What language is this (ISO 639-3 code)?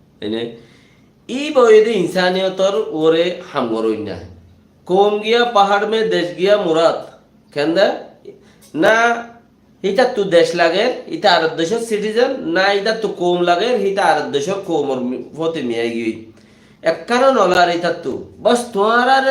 rhg